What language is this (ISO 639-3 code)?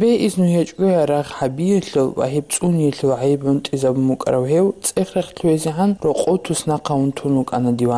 ava